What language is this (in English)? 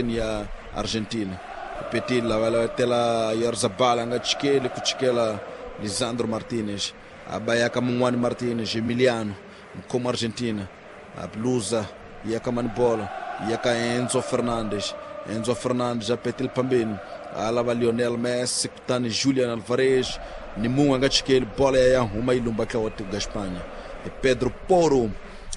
Tsonga